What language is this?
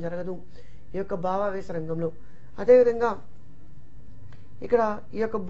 Telugu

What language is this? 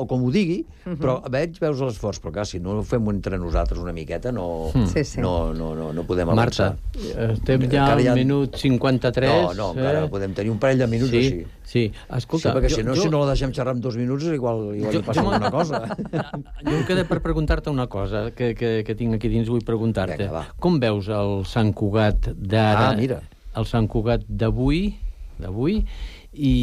Catalan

